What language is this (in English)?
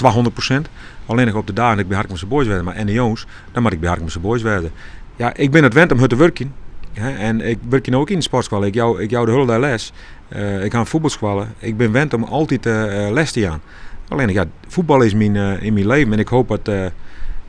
Western Frisian